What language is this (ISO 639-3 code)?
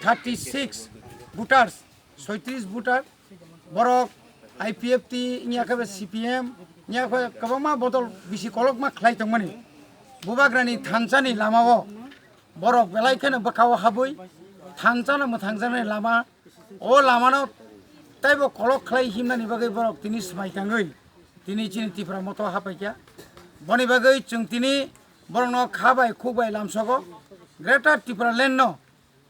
trp